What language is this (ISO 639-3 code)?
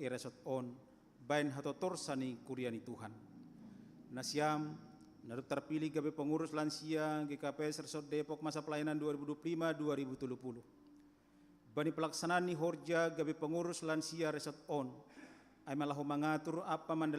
bts